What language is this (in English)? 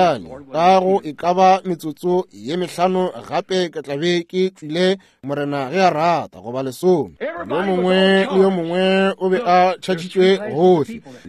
Northern Sotho